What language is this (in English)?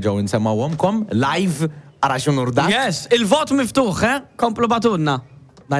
Maltese